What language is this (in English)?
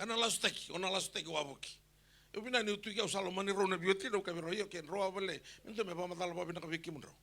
Fijian